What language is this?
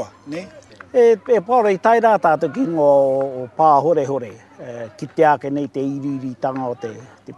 Māori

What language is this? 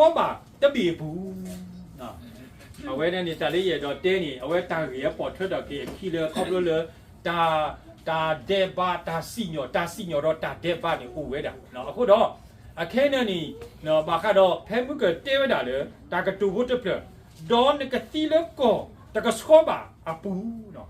S'gaw Karen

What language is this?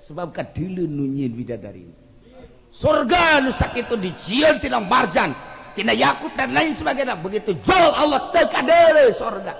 Sundanese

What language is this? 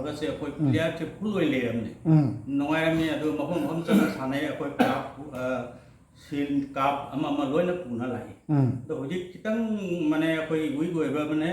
Manipuri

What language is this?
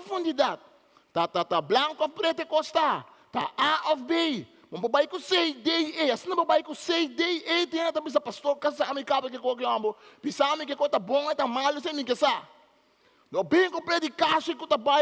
Papiamento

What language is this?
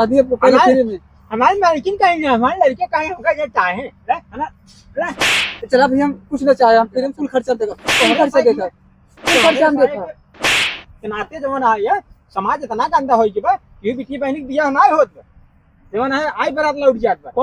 Awadhi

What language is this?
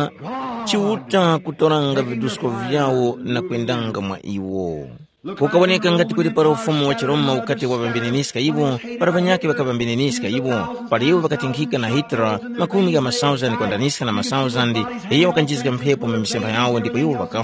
Tumbuka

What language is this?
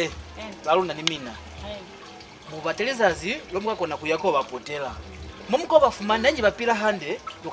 Lozi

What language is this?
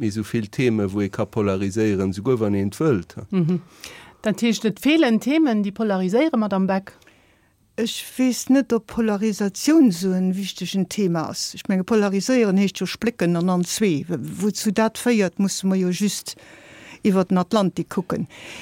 Luxembourgish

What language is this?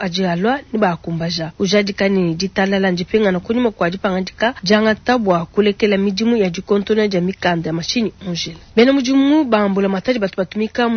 Luba-Lulua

